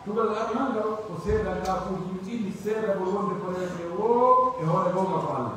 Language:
Pular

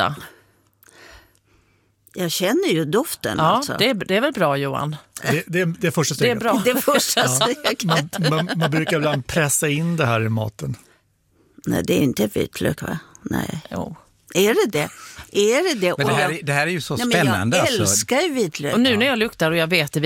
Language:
Swedish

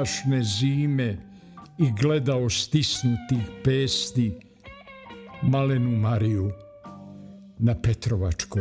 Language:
Bosnian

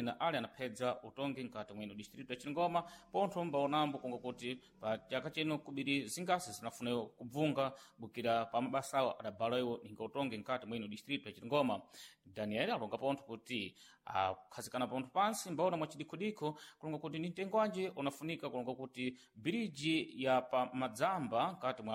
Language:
Sena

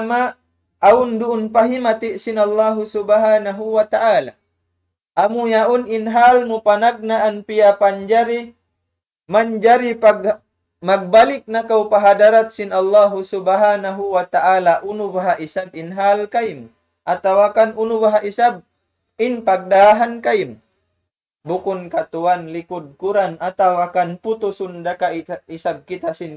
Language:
Tausug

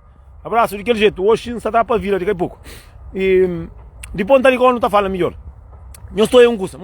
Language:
Kabuverdianu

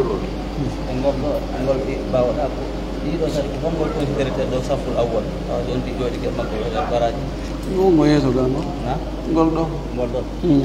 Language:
Pular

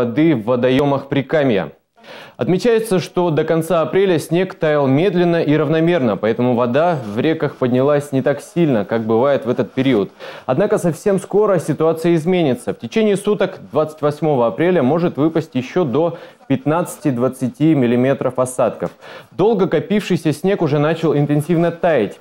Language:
Russian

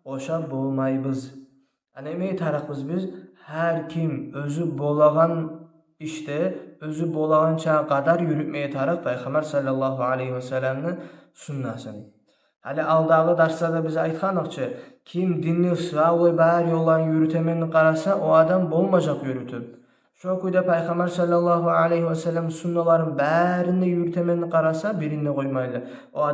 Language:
Kumyk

